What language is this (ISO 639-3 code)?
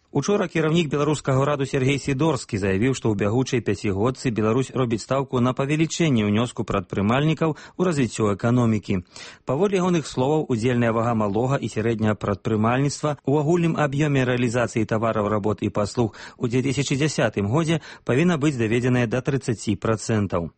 bel